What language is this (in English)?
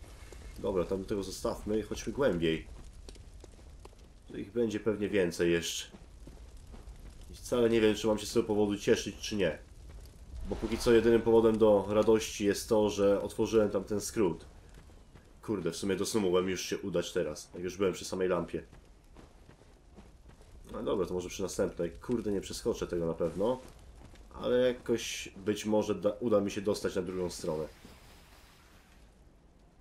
Polish